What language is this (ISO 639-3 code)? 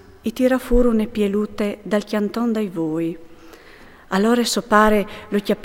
fur